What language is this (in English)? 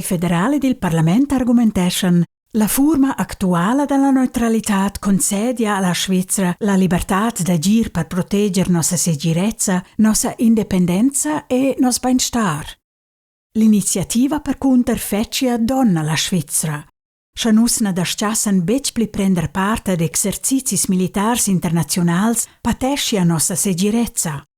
Romansh